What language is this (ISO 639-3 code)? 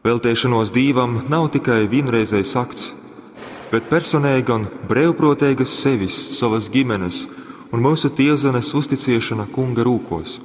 ltg